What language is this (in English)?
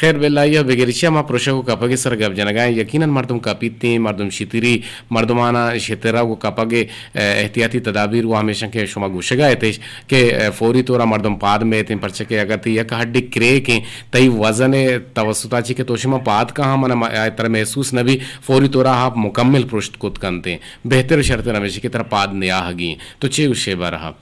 Eastern Balochi